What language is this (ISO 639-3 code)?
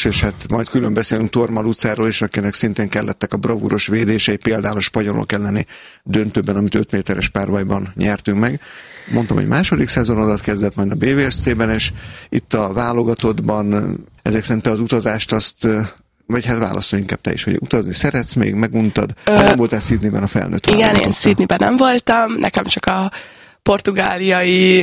hun